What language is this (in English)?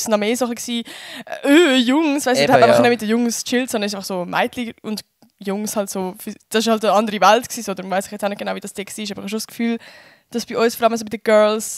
Swiss German